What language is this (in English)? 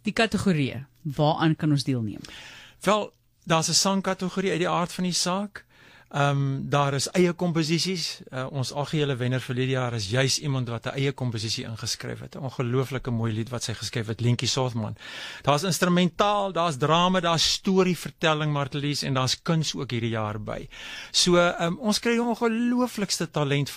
Afrikaans